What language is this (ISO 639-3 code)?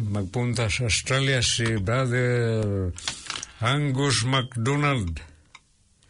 fil